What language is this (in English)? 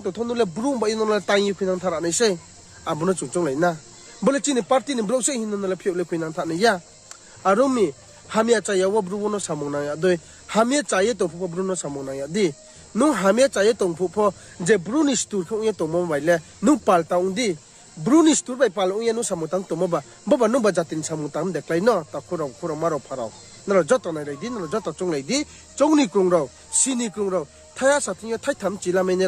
Riang (India)